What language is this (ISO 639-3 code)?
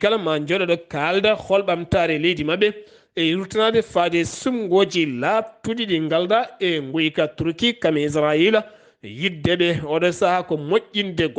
ful